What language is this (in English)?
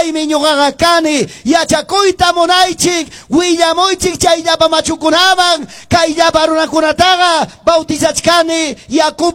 Ayacucho Quechua